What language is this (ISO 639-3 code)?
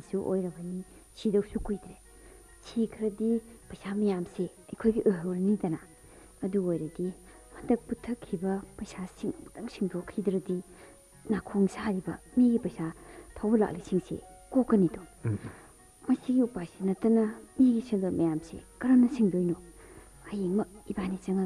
mni